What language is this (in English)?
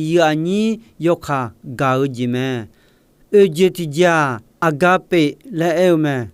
Akha